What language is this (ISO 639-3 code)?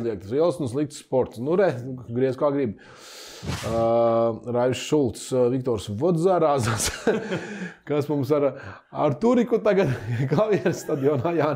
lav